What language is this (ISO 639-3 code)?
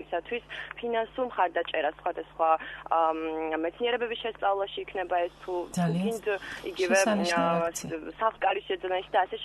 kat